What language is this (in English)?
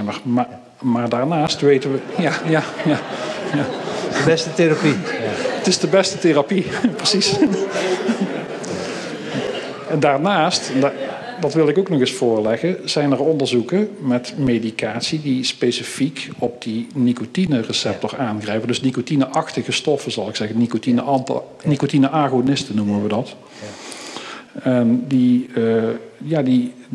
Dutch